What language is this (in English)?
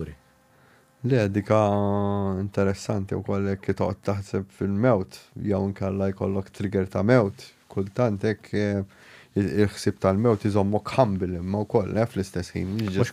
Maltese